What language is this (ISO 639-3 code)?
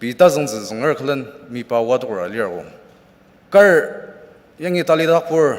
njo